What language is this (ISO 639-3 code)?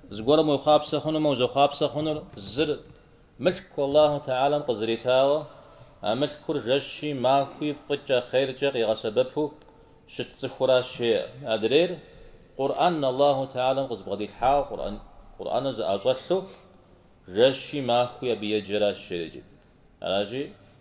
kbd